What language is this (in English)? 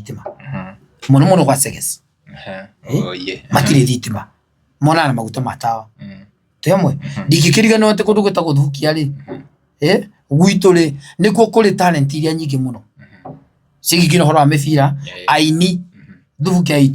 Kikuyu